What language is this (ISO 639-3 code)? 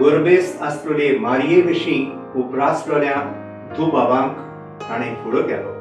kok